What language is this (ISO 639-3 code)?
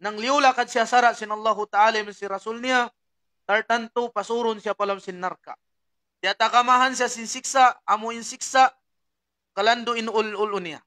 tsg